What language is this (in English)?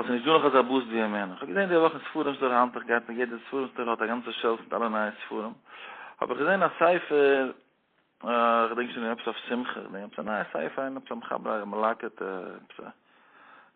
Yiddish